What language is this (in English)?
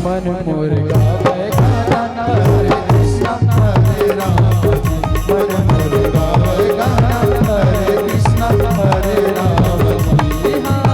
Chhattisgarhi